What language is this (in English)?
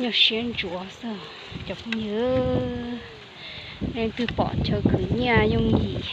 Hmong